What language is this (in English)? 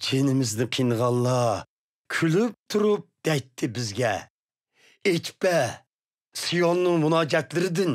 Uyghur